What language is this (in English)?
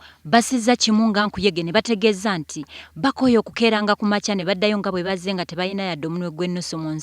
Ganda